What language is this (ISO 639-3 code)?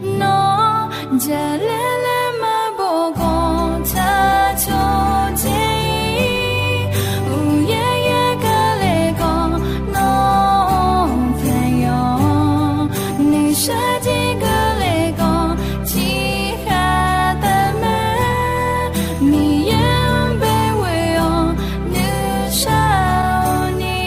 ahk